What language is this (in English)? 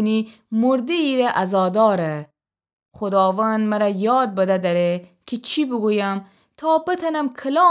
Gilaki